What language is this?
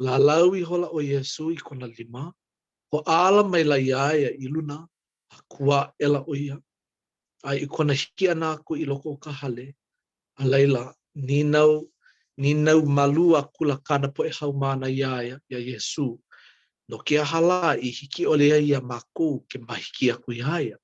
Hawaiian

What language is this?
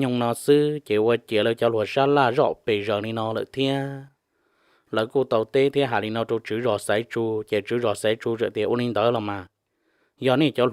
Hmong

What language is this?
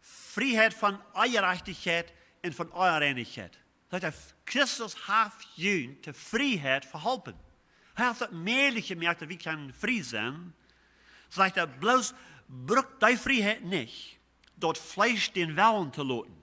Plautdietsch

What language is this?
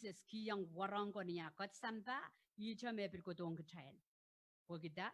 Pohnpeian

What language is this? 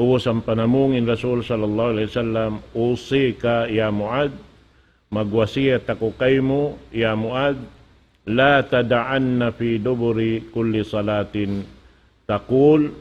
Tausug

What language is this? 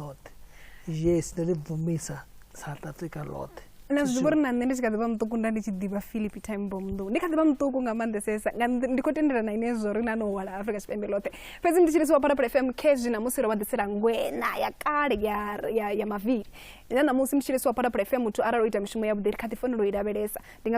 Venda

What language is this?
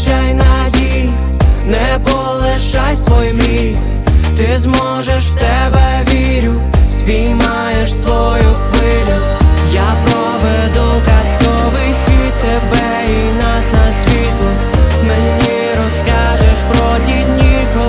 Ukrainian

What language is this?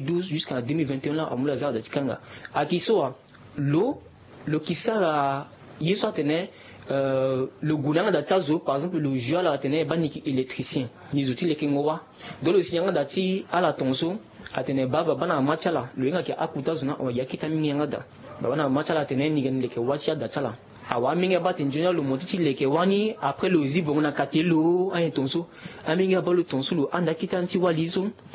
Sango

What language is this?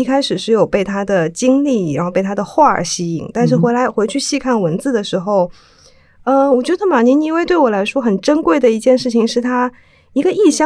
Chinese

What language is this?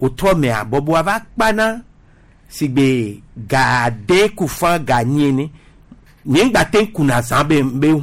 Gen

